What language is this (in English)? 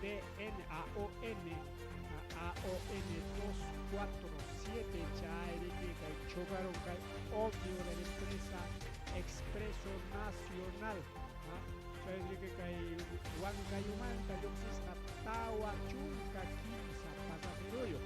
Ayacucho Quechua